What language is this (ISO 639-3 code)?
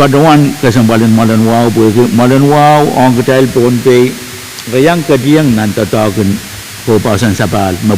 pon